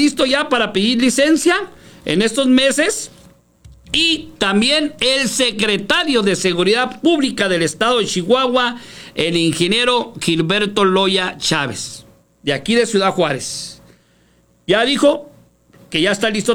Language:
Spanish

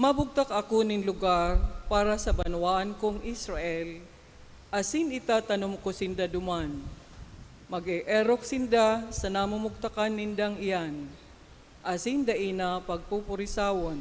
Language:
Bikol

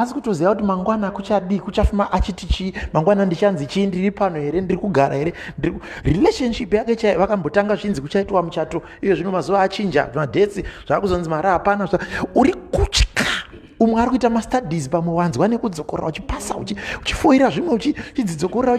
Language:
Shona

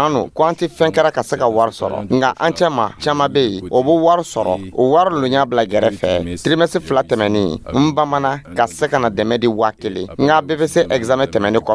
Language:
Dyula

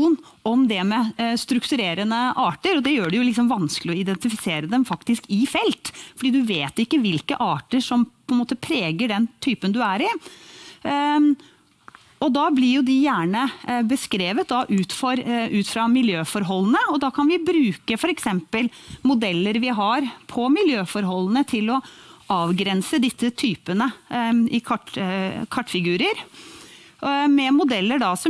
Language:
Norwegian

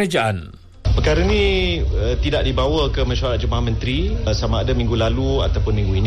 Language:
Malay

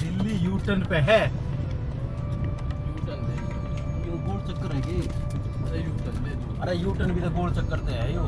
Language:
Haryanvi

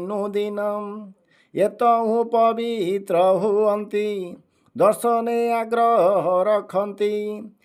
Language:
Odia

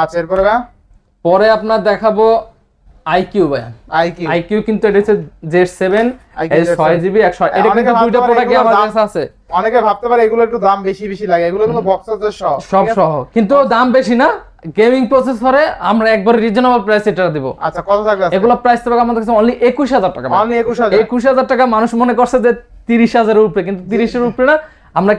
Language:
Bangla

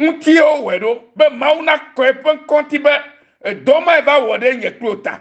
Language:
Ewe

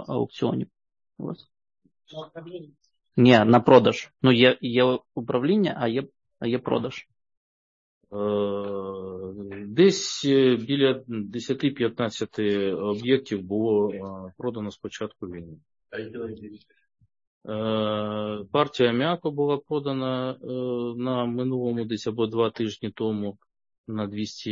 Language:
Ukrainian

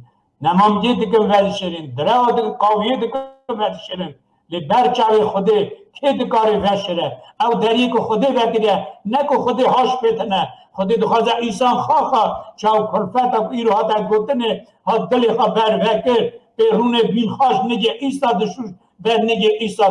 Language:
Kurdish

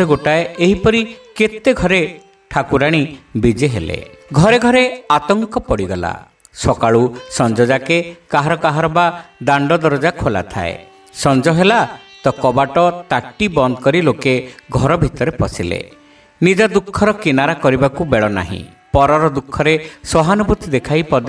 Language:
Odia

